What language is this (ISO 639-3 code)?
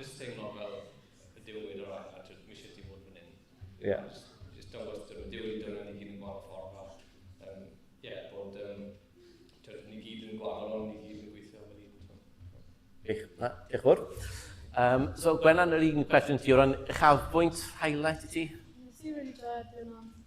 cym